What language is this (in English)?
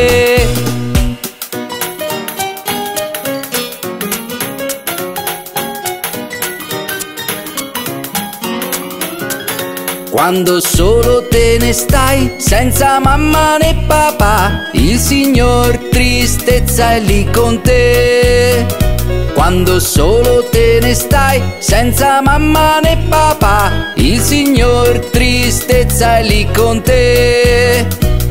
Italian